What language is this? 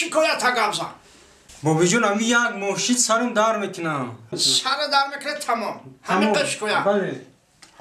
Tajik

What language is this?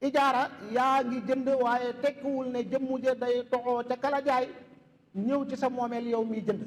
Wolof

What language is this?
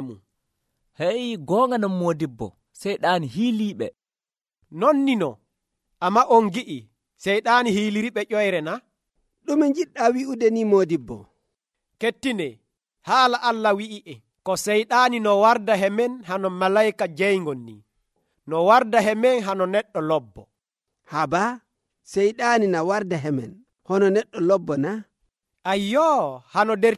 Nigerian Fulfulde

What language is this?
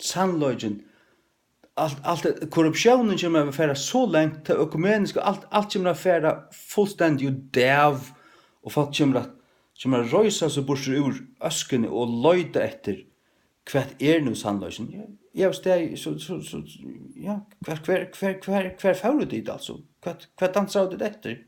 Faroese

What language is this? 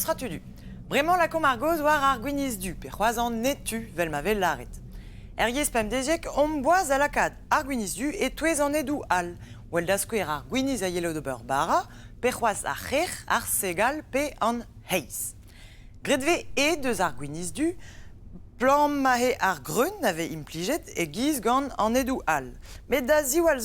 Breton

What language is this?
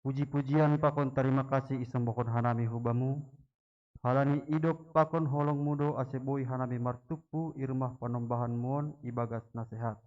Batak Simalungun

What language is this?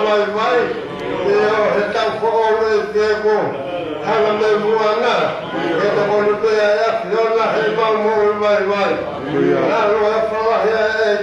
Tongan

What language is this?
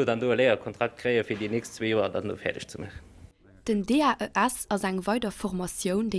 Luxembourgish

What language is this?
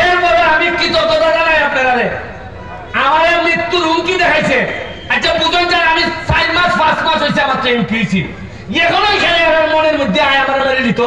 Sylheti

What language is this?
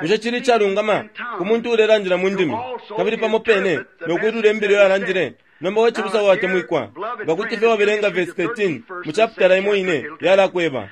Bemba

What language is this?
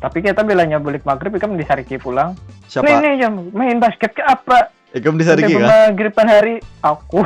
Banjar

